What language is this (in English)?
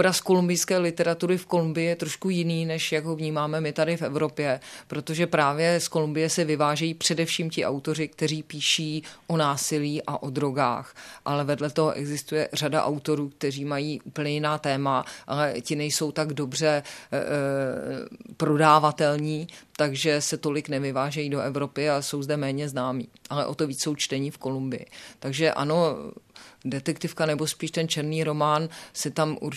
Czech